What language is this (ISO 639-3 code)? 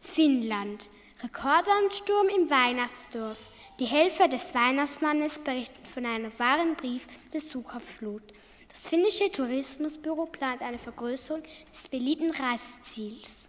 gsw